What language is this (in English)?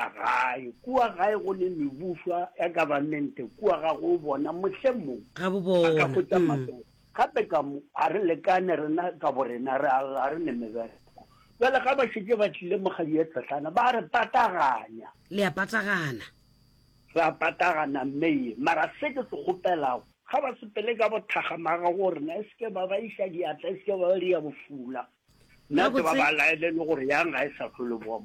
Northern Sotho